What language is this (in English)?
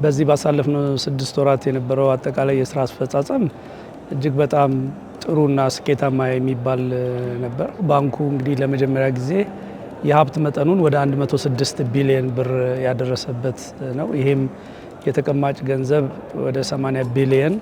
Amharic